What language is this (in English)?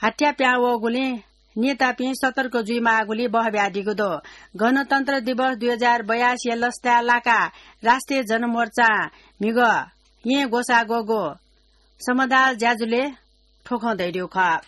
Newari